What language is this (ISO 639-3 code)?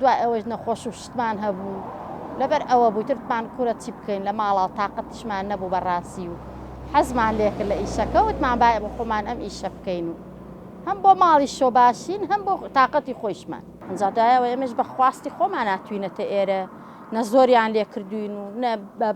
ckb